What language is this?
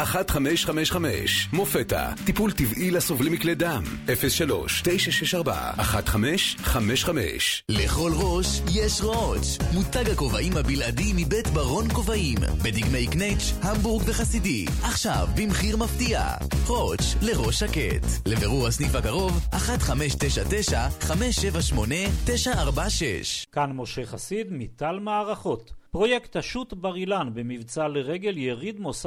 Hebrew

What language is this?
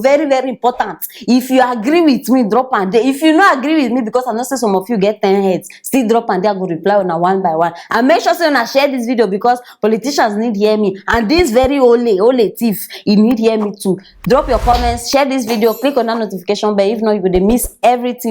Nigerian Pidgin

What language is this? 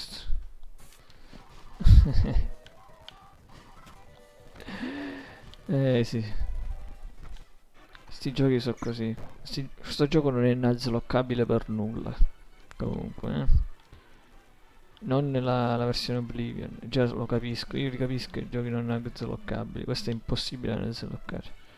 Italian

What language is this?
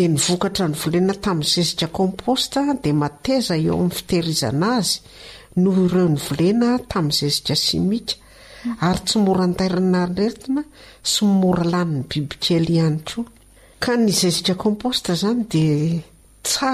Malagasy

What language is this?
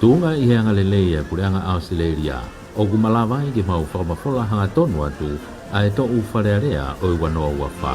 Tongan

